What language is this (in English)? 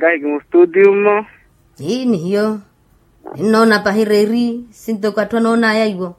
Makhuwa